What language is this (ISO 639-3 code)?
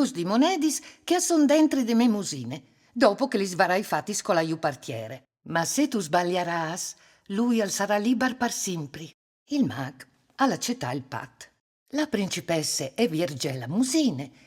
fur